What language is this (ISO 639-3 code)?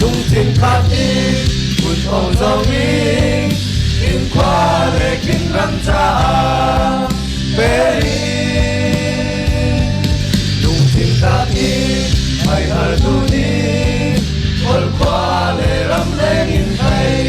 cfm